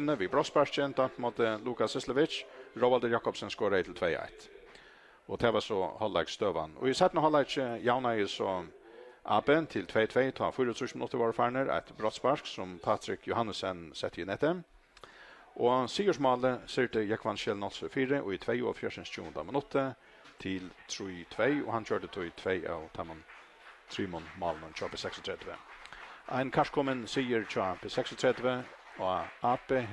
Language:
Faroese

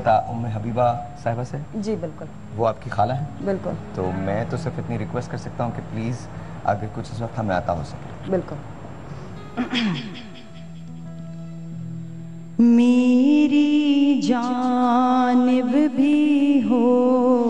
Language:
Urdu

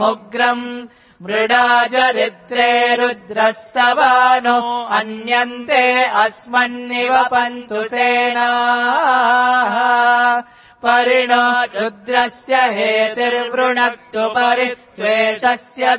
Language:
Sanskrit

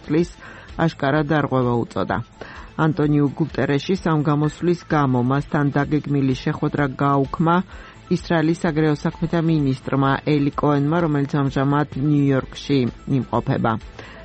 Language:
Georgian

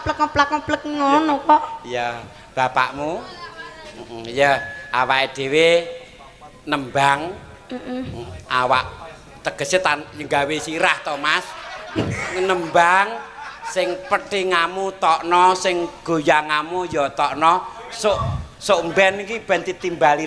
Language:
Javanese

